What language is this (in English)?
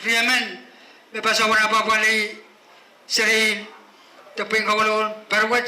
Pohnpeian